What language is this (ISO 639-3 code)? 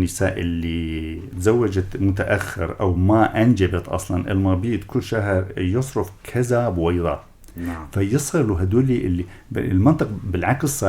apc